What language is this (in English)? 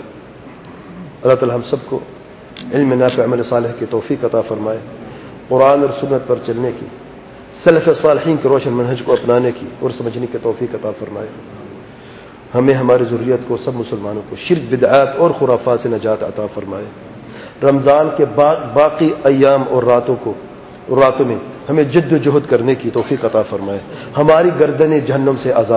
Urdu